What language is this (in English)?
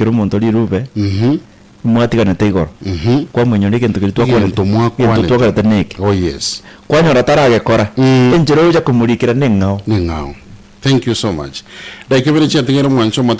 Gusii